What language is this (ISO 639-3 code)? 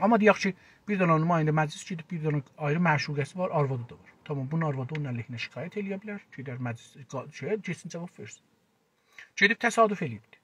azb